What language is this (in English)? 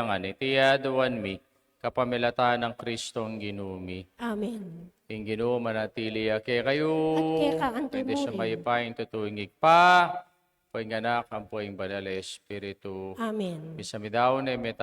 Pampanga